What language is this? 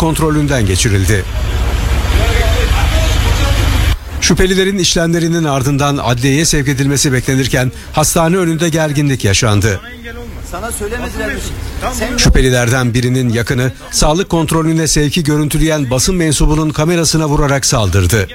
Turkish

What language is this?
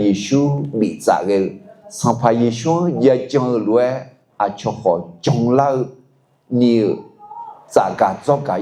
Akha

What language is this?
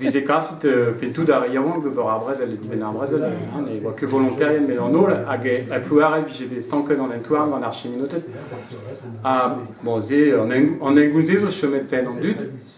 Breton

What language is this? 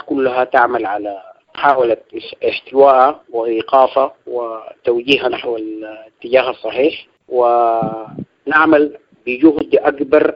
Sudanese Arabic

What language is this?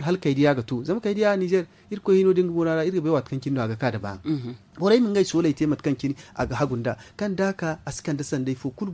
Zarma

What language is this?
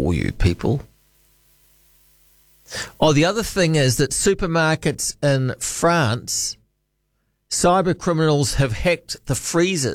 English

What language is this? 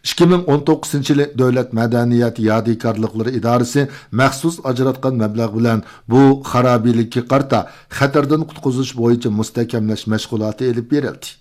Uyghur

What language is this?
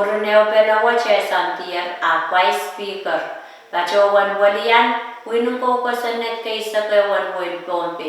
Pohnpeian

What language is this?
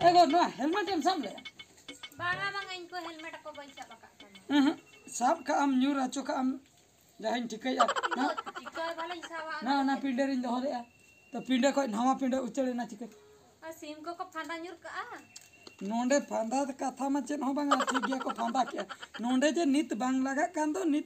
Santali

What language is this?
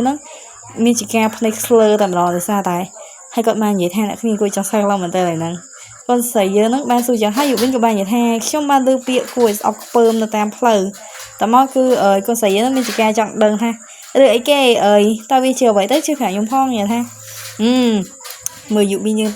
Khmer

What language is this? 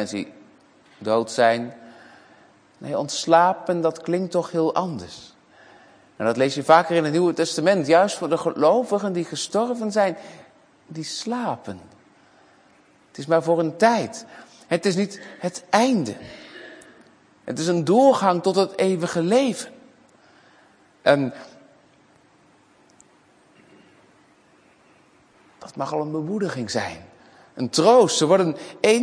Dutch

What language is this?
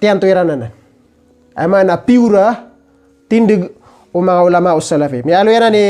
Maranao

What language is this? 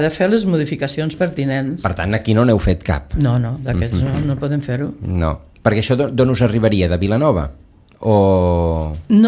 Catalan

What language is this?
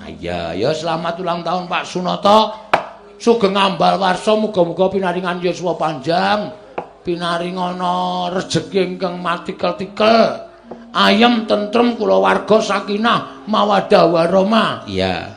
Javanese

